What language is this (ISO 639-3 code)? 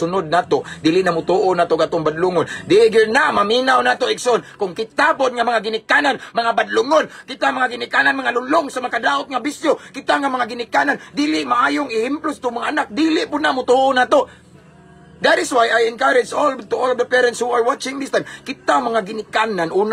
ceb